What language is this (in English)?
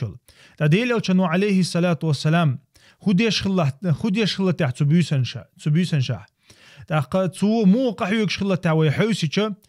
Chechen